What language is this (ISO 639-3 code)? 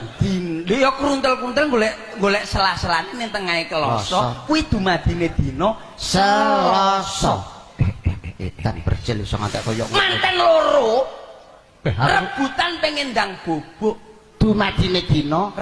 jav